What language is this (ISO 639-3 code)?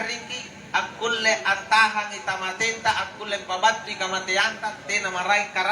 mak